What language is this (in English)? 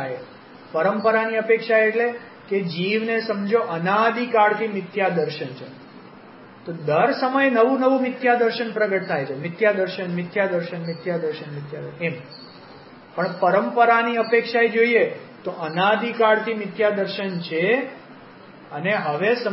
Gujarati